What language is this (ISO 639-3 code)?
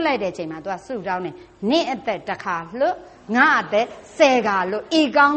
mya